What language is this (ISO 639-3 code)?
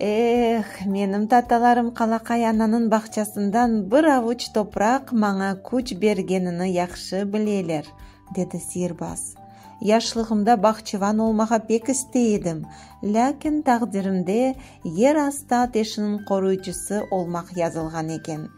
crh